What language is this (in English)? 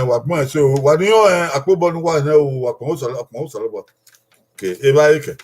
Bini